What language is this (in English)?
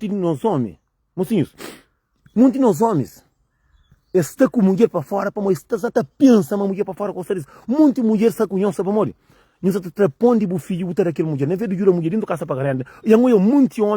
Kabuverdianu